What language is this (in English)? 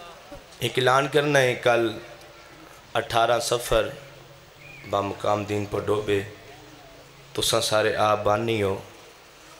Urdu